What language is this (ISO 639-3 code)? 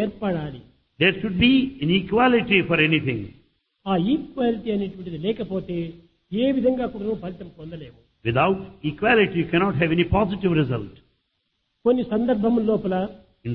tel